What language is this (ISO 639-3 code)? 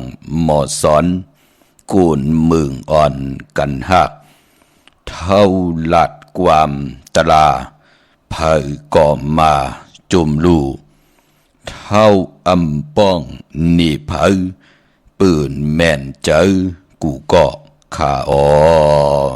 shn